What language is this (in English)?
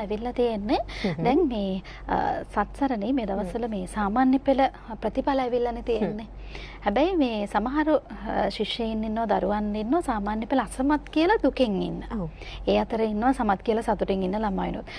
Sinhala